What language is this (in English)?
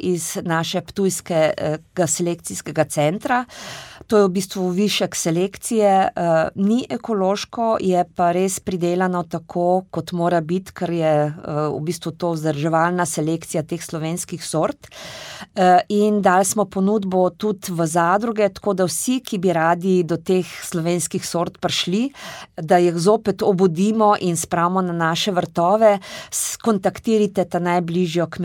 Slovenian